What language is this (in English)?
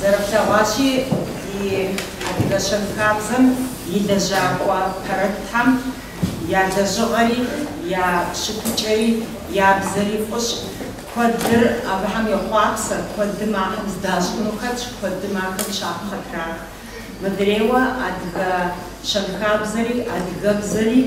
Kabardian